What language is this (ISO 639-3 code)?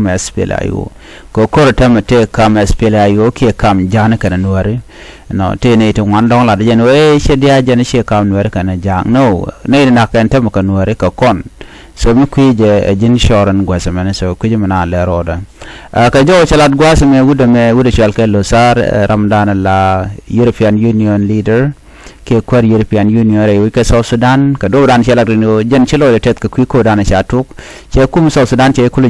nus